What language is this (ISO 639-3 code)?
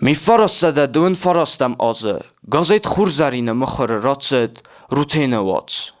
oss